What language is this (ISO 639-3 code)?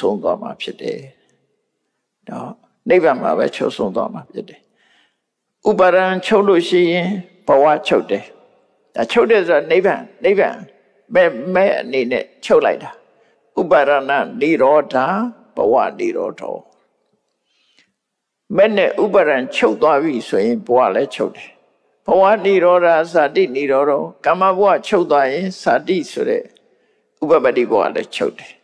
mya